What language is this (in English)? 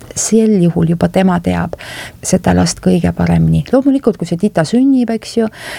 Estonian